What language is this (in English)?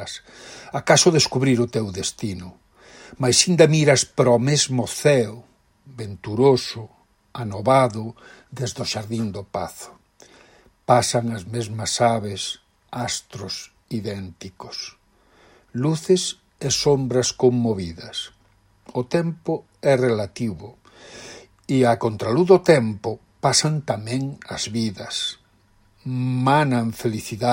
Galician